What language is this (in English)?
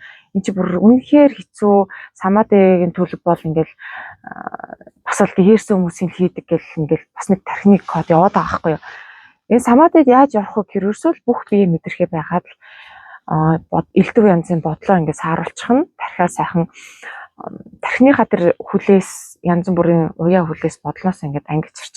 Mongolian